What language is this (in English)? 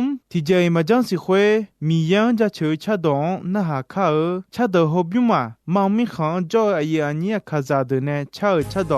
Akha